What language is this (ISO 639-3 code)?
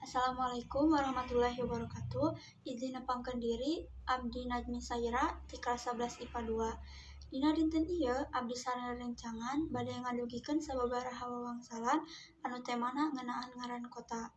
sun